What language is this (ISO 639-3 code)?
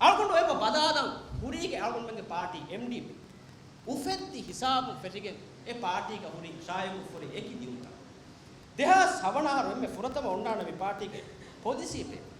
div